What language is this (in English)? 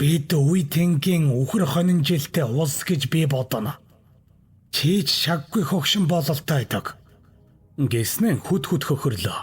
Mongolian